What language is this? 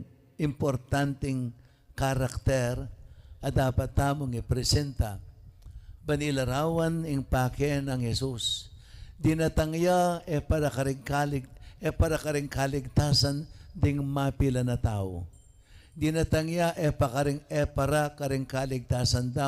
Pampanga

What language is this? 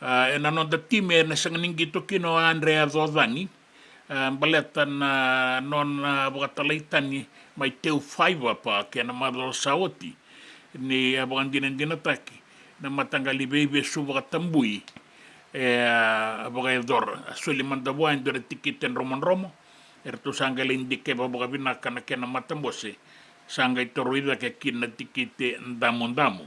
Fijian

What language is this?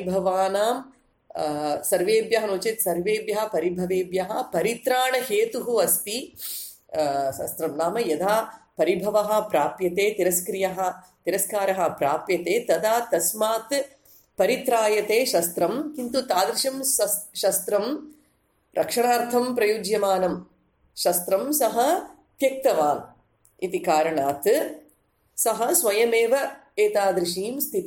Sanskrit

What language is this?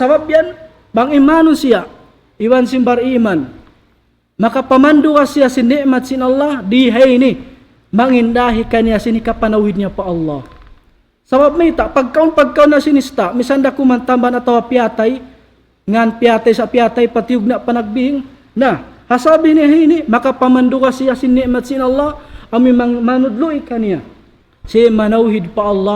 Tausug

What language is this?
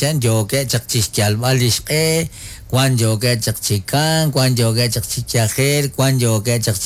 Kekchí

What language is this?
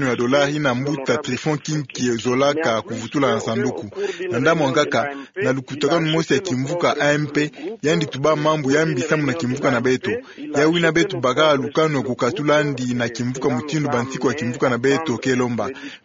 Kituba (Democratic Republic of Congo)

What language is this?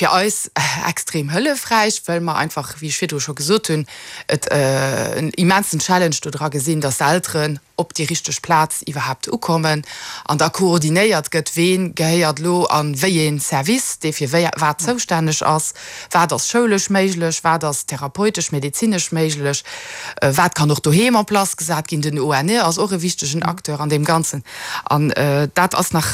Luxembourgish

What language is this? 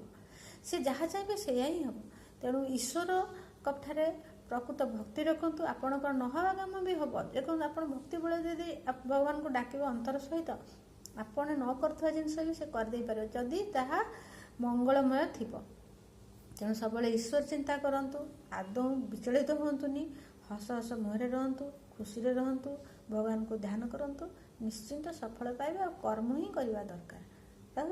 Odia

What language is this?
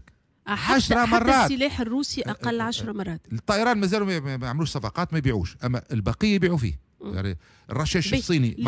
Tunisian Arabic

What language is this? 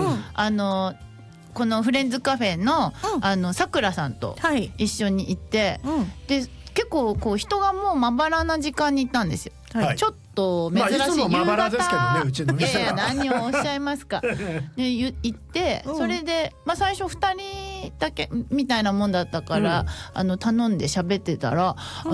Japanese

